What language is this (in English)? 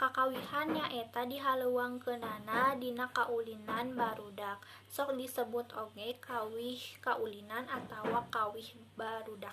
Sundanese